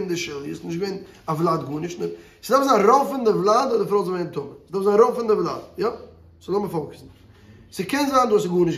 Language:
Yiddish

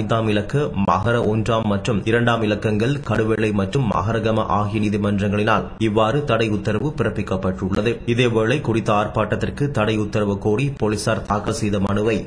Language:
Tamil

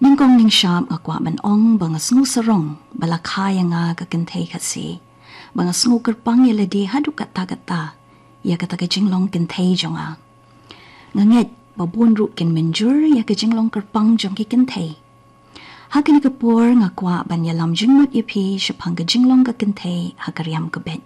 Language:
Khasi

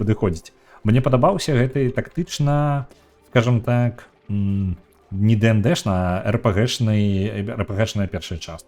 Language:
Belarusian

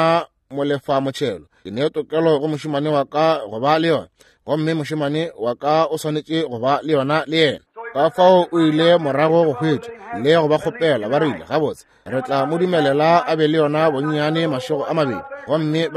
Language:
Northern Sotho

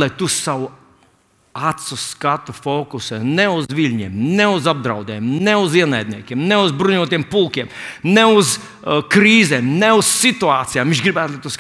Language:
Latvian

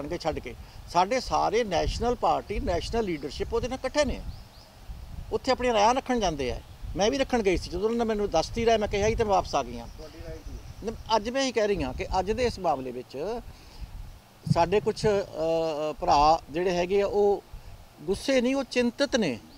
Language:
Punjabi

